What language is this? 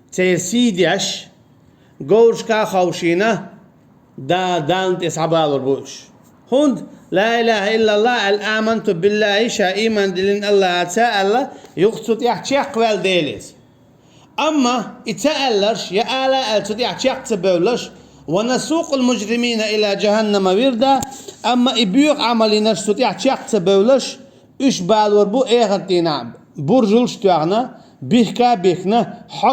Chechen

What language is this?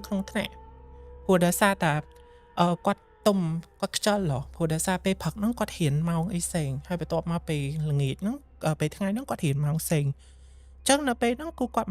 Khmer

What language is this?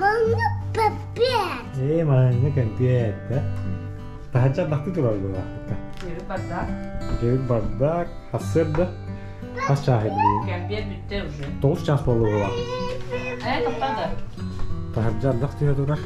Yakut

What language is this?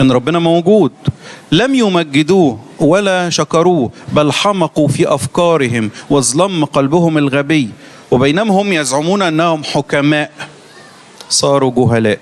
Egyptian Arabic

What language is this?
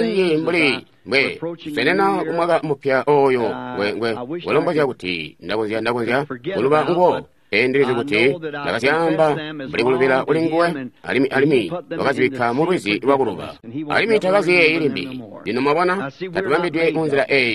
Tonga (Zambia)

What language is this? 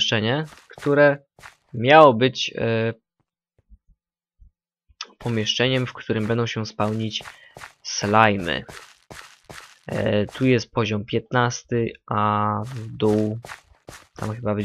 Polish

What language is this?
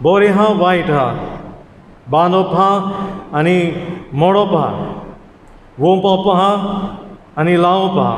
Konkani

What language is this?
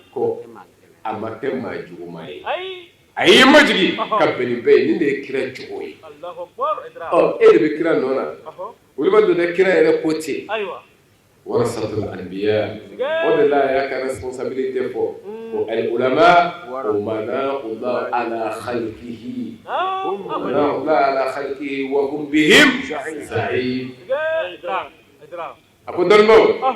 Bambara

